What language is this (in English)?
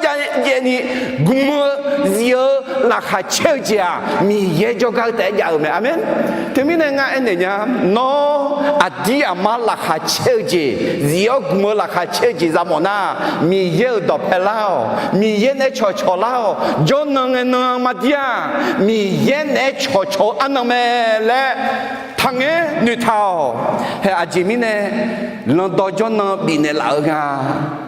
Akha